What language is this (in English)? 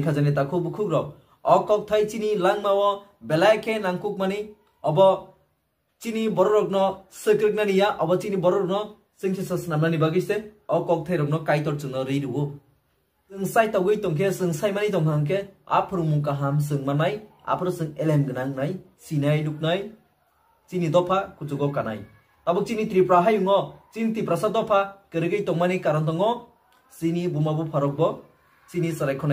Kok Borok